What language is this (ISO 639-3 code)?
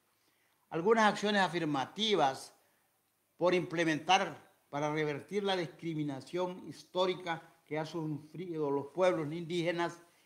spa